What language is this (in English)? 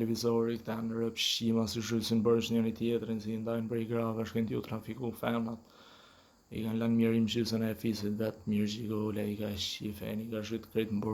Albanian